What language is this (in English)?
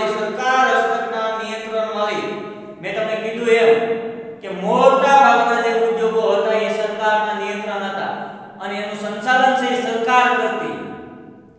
Gujarati